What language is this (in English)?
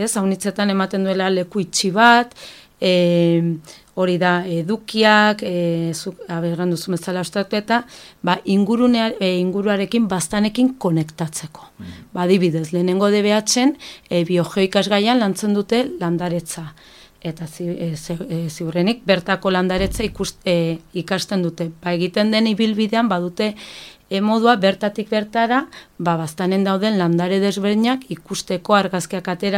Basque